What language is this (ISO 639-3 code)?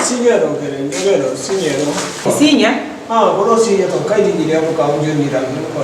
ful